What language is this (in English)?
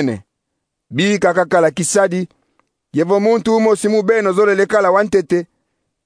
Kongo